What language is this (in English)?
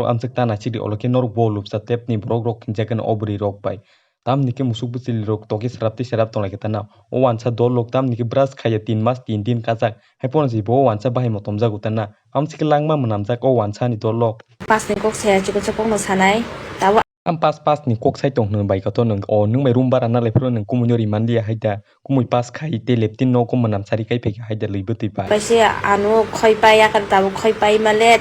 Kok Borok